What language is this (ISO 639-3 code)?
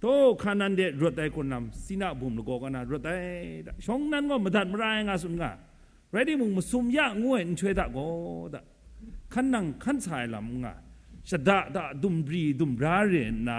kac